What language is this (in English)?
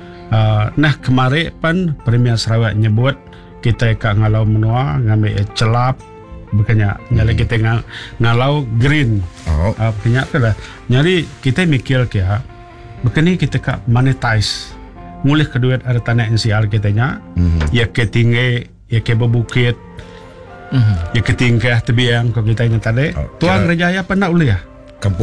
Iban